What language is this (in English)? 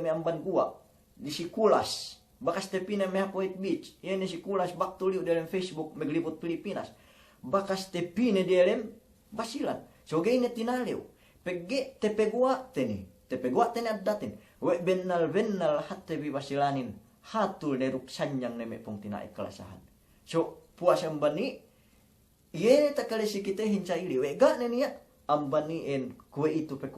Yakan